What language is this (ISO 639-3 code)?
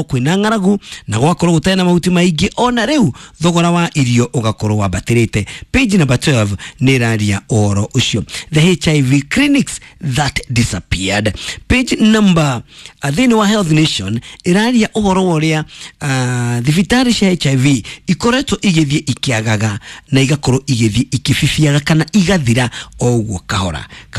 kik